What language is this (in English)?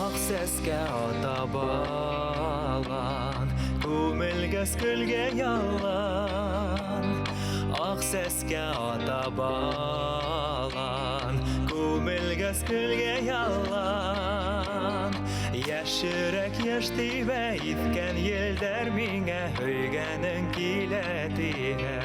Bashkir